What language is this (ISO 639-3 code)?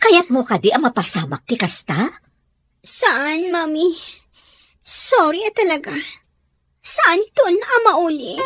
ilo